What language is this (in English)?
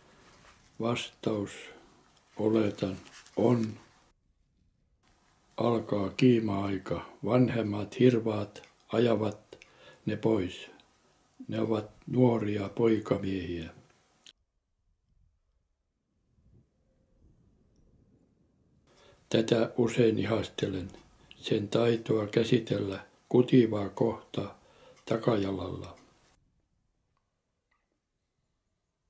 Finnish